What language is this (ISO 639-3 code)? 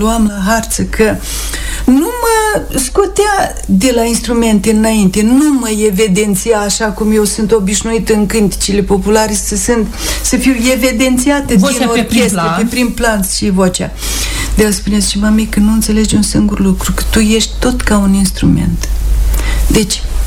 ron